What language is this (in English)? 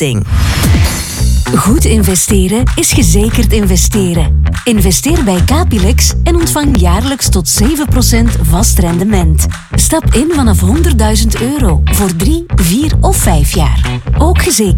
Dutch